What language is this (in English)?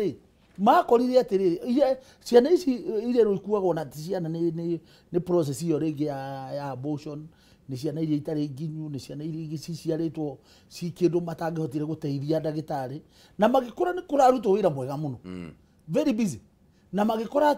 Kikuyu